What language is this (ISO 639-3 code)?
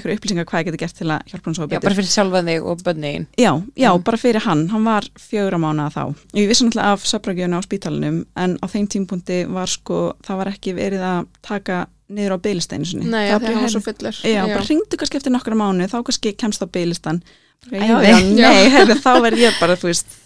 isl